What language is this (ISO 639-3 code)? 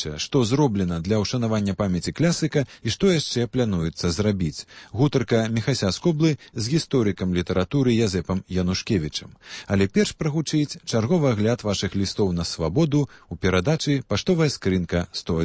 bel